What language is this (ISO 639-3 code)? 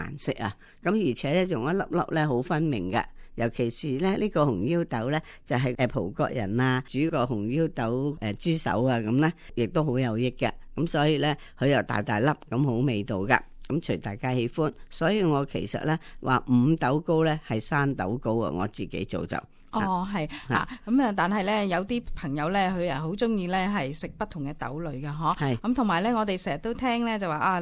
yue